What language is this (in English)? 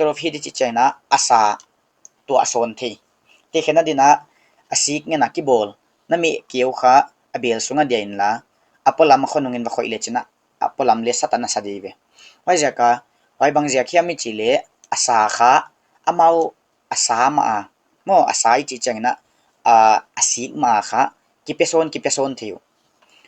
Paite Chin